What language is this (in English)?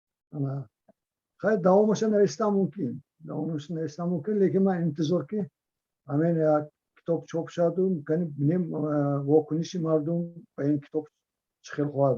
Tajik